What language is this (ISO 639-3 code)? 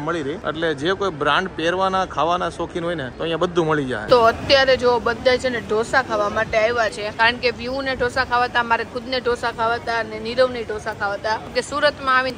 guj